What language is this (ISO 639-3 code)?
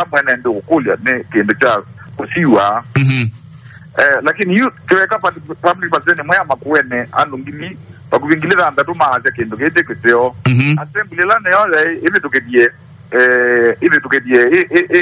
kam